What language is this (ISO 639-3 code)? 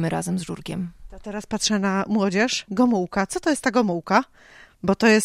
pol